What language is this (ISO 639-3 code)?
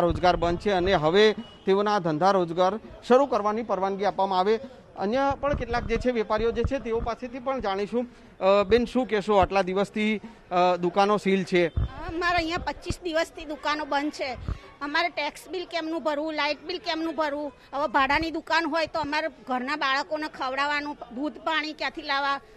guj